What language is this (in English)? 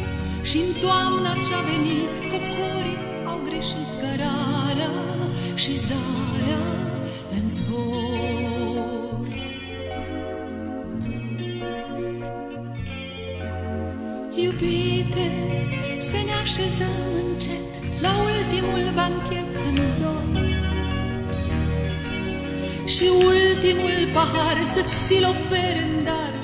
Romanian